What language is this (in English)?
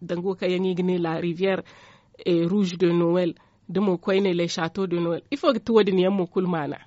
Zarma